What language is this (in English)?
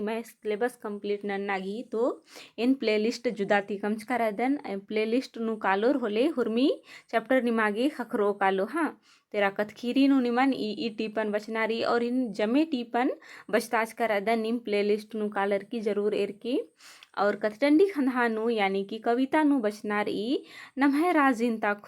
Kurukh